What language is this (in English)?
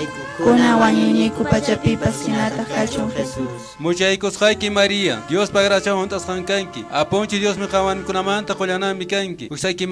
Quechua